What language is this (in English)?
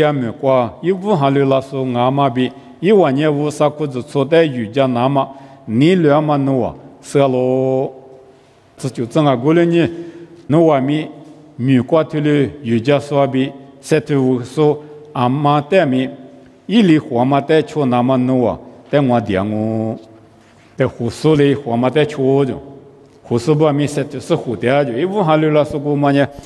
Lisu